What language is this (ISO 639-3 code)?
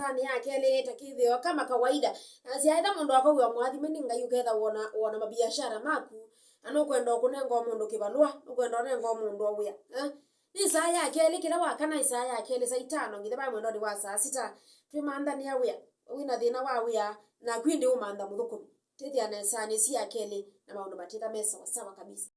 kam